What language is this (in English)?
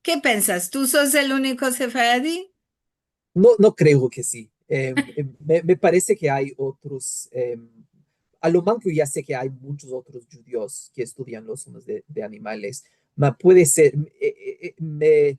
Ladino